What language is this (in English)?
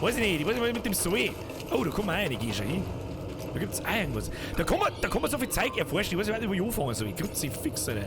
Bavarian